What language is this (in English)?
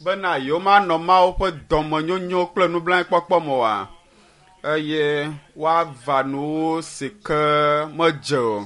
Ewe